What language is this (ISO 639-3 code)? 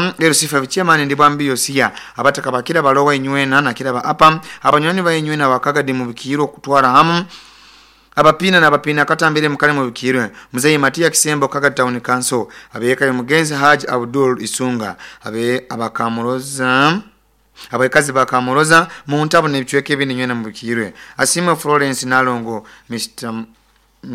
nyo